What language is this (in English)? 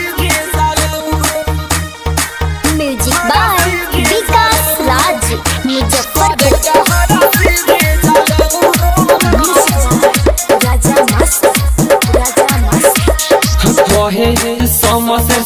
Bhojpuri